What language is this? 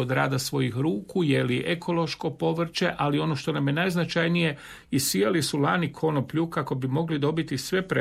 Croatian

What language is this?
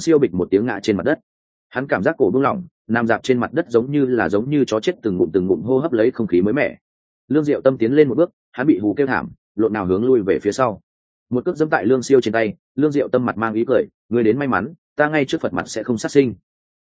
Vietnamese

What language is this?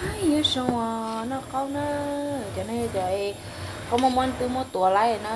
Hmong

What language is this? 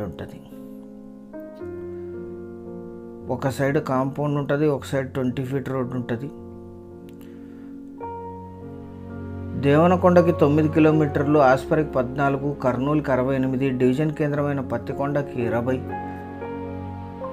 Telugu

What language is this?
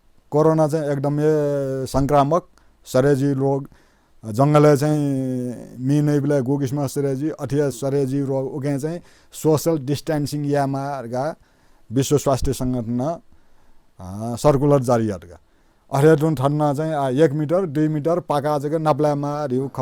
Newari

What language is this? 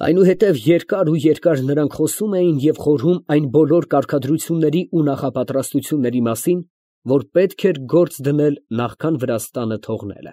Armenian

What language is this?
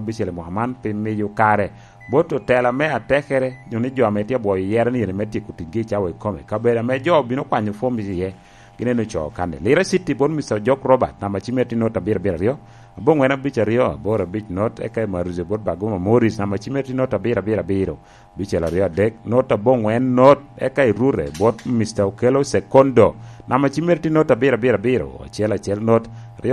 Lango (Uganda)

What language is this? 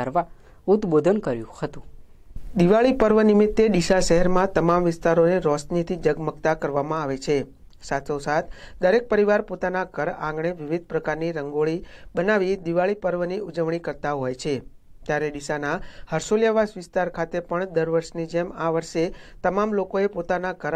Gujarati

